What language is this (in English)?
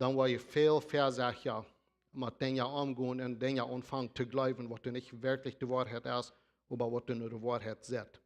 Plautdietsch